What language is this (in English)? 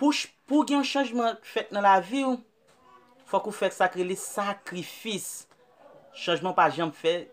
Haitian Creole